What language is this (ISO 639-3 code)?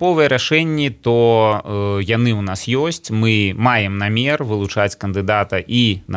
bel